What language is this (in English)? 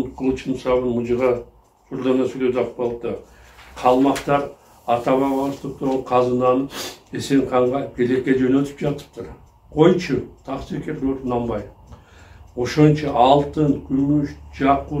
Kyrgyz